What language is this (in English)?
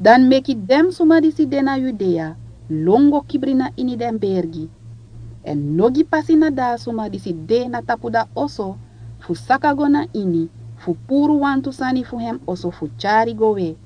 Sranan Tongo